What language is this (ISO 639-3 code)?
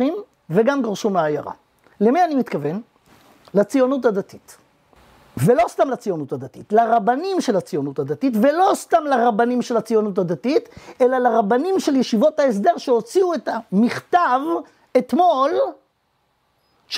heb